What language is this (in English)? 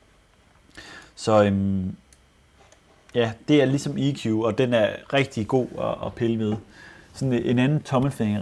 Danish